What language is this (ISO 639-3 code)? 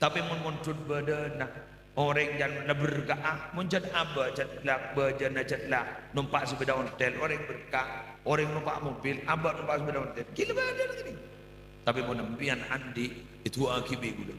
mad